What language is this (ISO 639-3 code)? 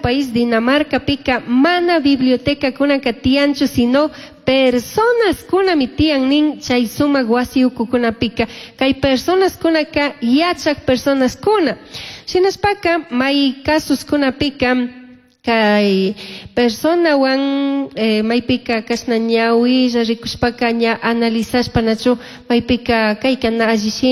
qug